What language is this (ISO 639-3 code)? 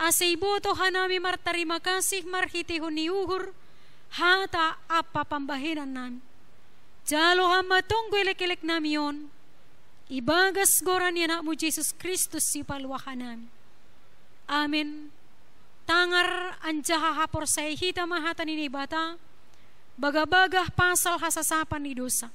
bts